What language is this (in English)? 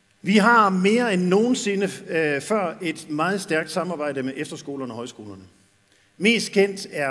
Danish